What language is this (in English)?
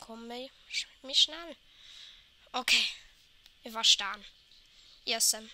Luxembourgish